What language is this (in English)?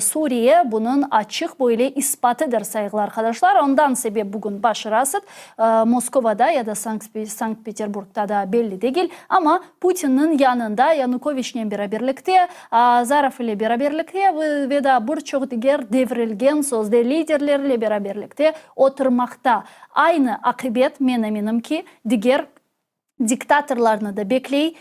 Crimean Tatar